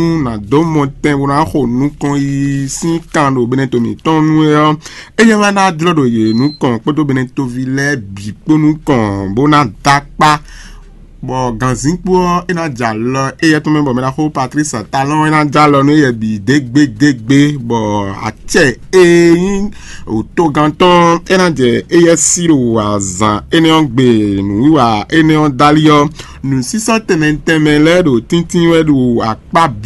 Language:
Fon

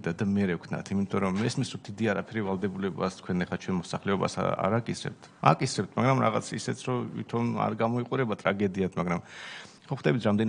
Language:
Georgian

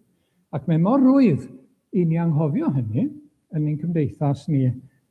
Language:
Welsh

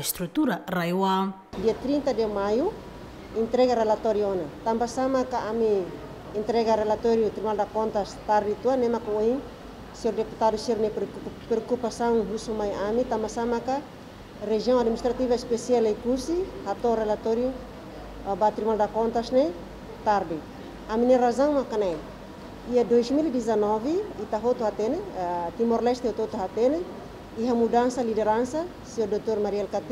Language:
Tetum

